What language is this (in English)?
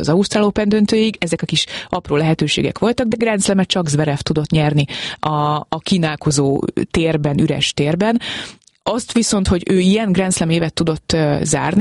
Hungarian